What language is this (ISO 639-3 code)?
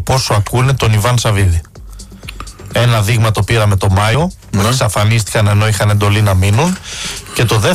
ell